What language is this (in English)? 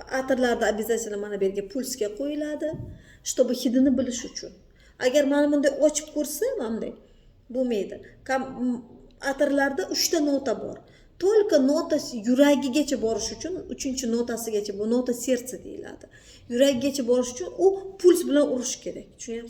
Uzbek